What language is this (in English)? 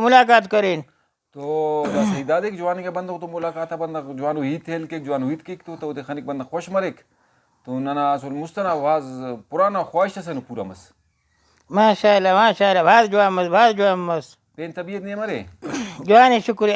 Brahui